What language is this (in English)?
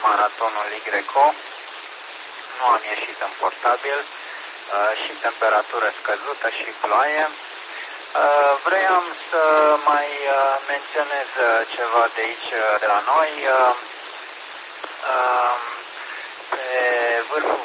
Romanian